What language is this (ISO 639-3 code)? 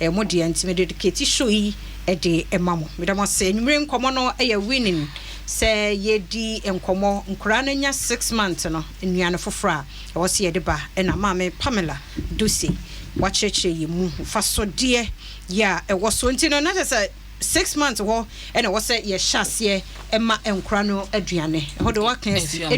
aka